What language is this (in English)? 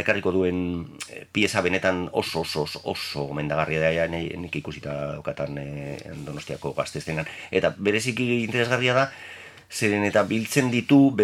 Basque